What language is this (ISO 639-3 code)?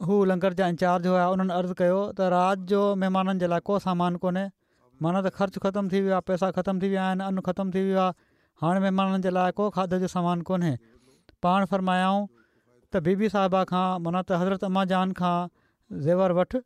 snd